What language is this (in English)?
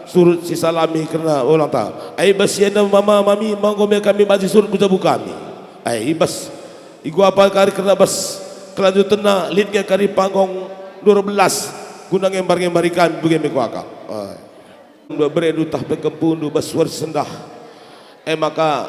Batak Karo